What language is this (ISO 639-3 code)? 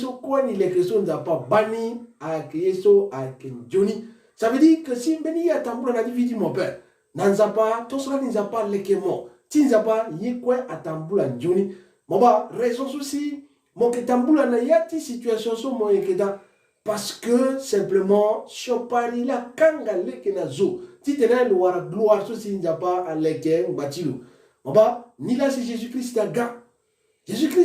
sag